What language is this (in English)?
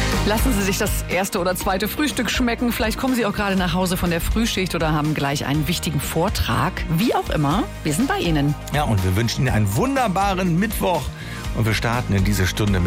German